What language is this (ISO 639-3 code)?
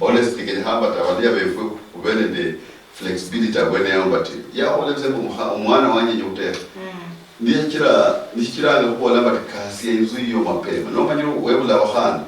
luy